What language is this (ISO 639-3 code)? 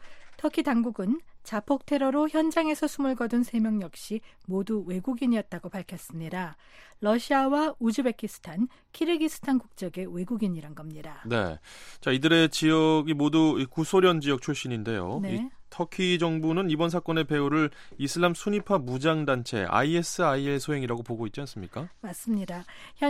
kor